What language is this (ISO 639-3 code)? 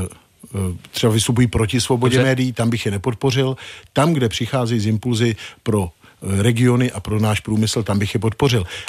ces